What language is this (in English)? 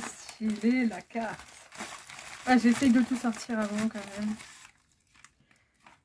French